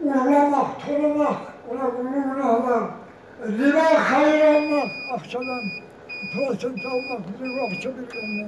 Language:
Kumyk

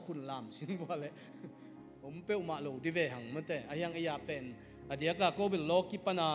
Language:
Tedim Chin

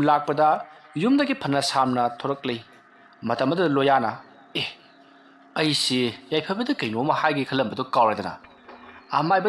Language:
Manipuri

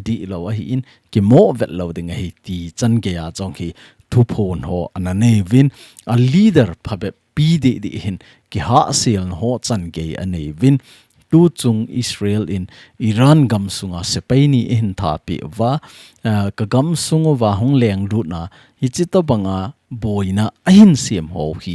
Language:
Thado Chin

